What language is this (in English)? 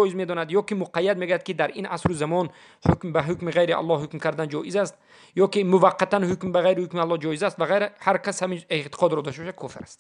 Tajik